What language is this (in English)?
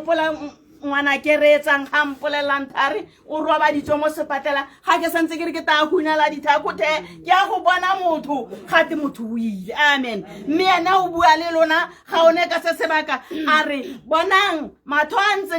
Tswana